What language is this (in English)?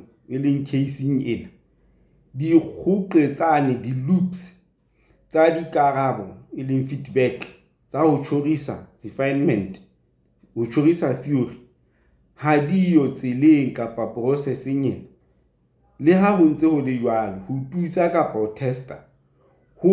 Southern Sotho